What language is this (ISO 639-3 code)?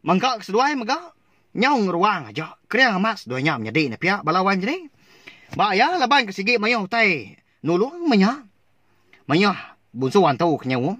iba